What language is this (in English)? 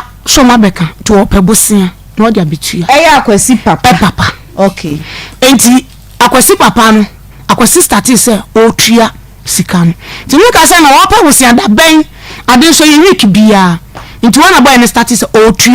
Akan